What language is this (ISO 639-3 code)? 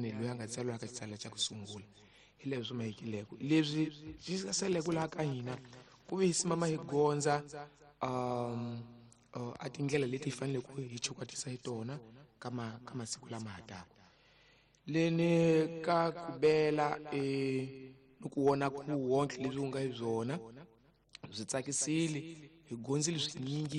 tso